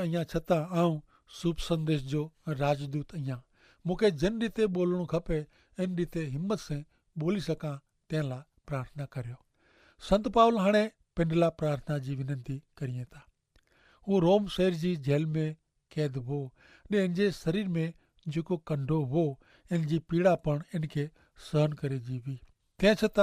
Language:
Kachhi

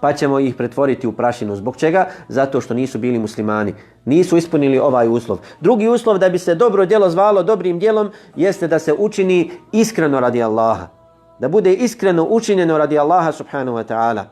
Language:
Bosnian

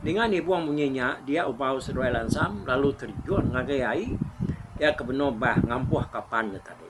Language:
Iban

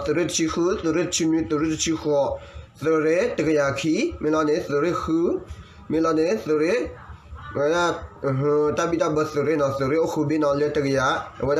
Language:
S'gaw Karen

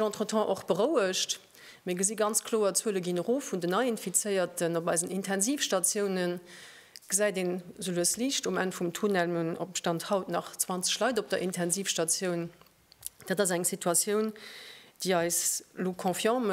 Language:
Luxembourgish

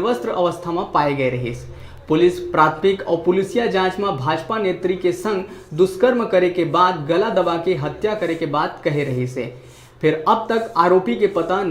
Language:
Chhattisgarhi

